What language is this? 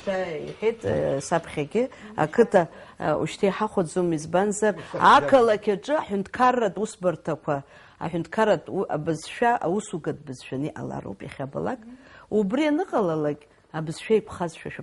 Abkhazian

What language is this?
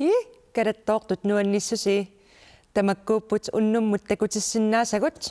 Kalaallisut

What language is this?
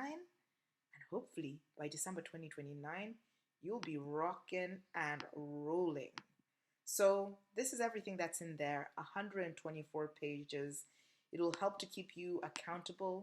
English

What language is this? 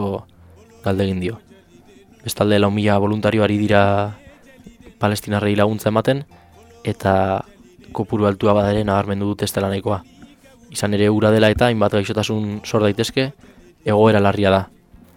Basque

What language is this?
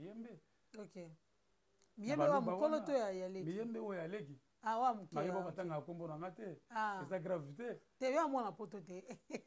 Lingala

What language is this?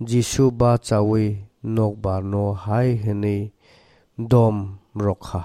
Kok Borok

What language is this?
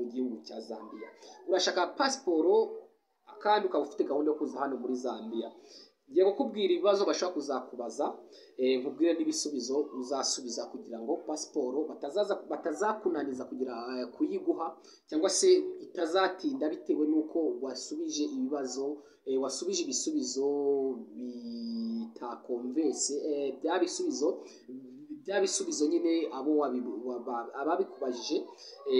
Kinyarwanda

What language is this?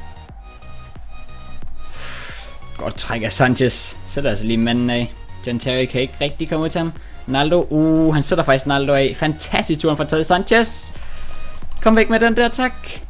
Danish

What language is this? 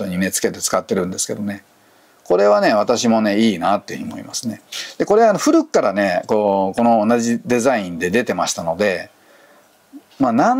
Japanese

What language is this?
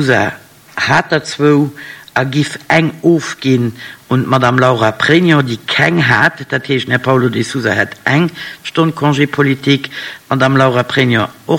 Luxembourgish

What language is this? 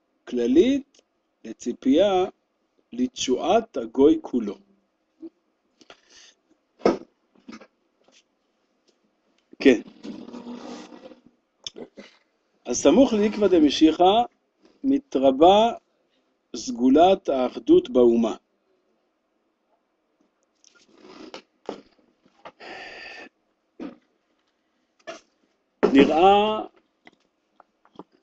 Hebrew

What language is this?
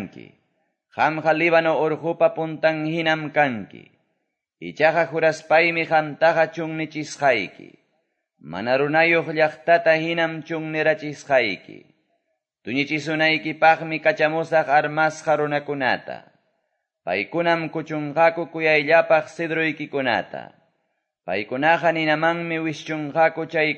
Quechua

